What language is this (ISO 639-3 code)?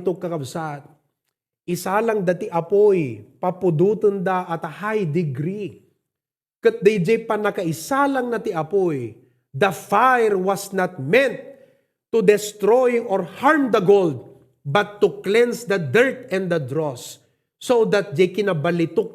ilo